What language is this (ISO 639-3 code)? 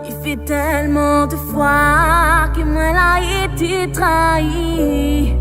rcf